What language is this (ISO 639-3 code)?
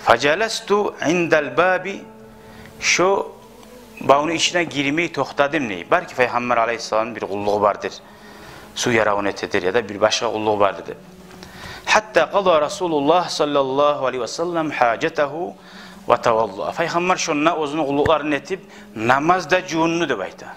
kum